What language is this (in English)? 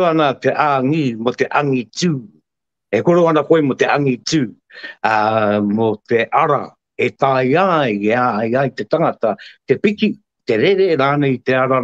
Māori